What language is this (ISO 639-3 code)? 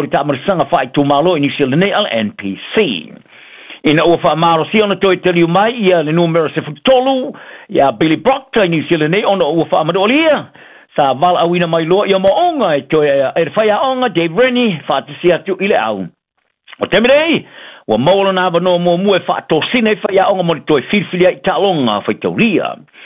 smo